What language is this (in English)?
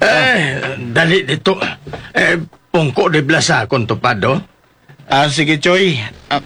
Hiligaynon